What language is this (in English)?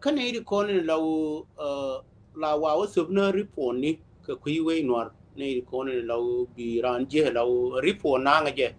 Nuer